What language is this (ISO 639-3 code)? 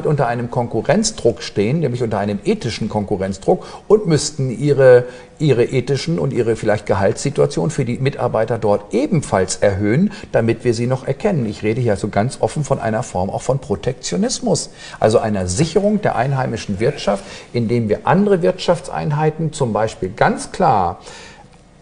deu